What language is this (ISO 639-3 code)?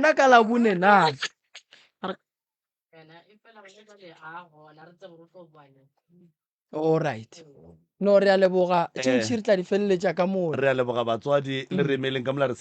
nso